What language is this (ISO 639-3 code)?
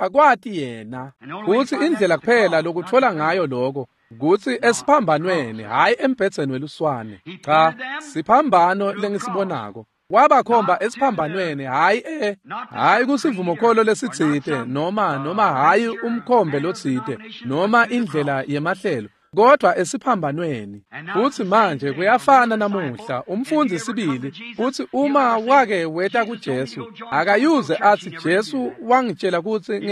ssw